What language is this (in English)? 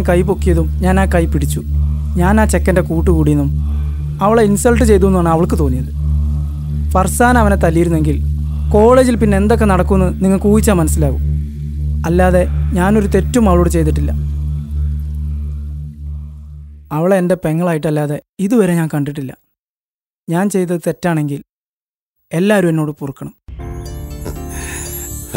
Malayalam